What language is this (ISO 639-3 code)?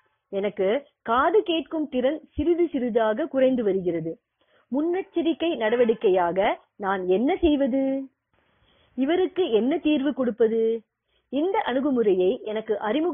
tam